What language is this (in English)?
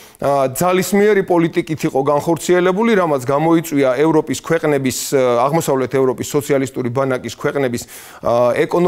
Georgian